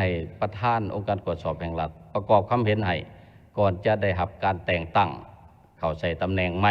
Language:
Lao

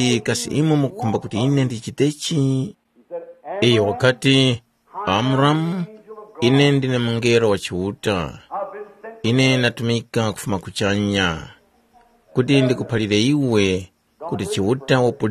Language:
Tumbuka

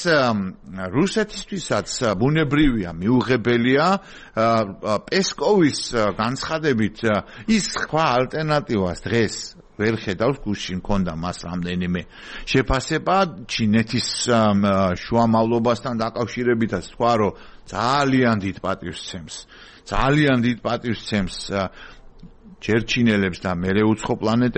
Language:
Georgian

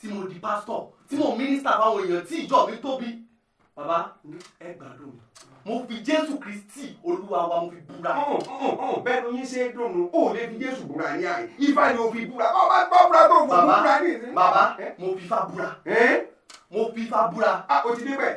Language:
Yoruba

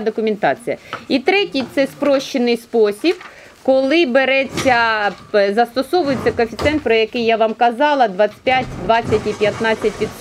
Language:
Ukrainian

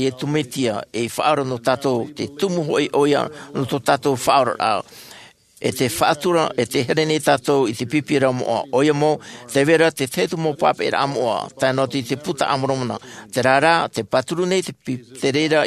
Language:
Tahitian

